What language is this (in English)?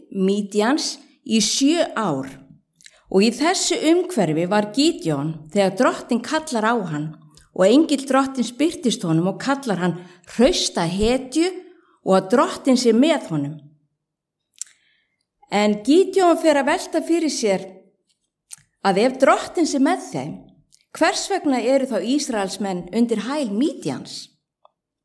Icelandic